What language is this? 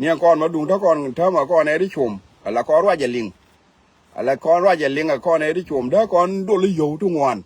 Nuer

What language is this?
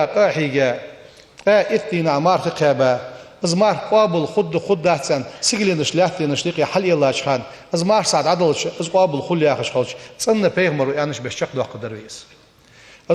Ingush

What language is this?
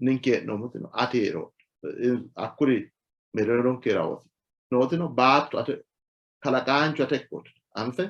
Sidamo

